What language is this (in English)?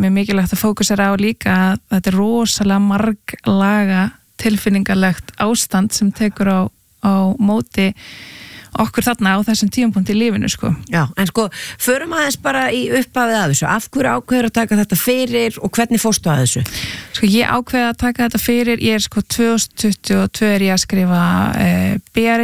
Icelandic